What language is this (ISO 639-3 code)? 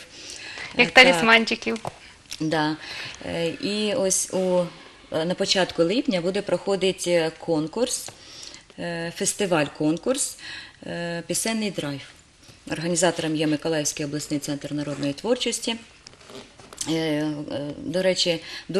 ukr